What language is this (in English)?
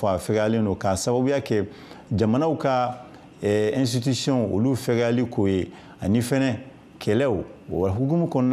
Bambara